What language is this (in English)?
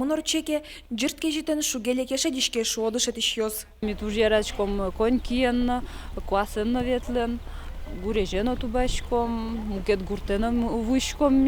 Udmurt